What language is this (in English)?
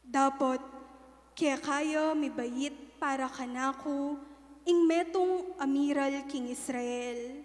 Pampanga